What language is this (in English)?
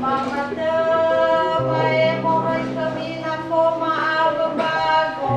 Nias